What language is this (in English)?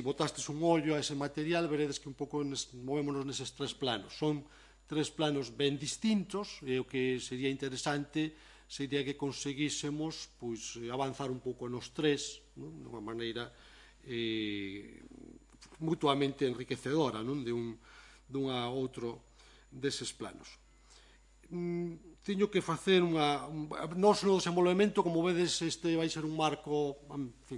Galician